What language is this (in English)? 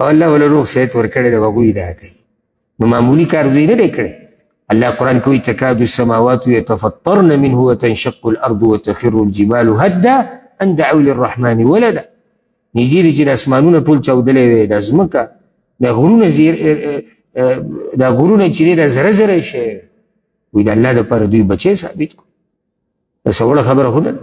Pashto